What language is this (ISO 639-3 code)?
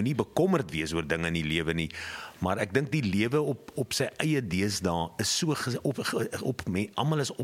afr